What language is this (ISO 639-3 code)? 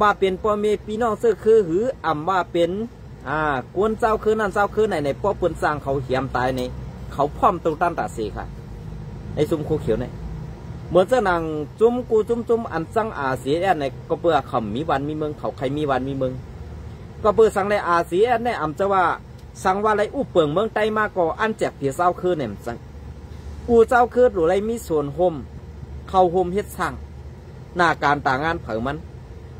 shn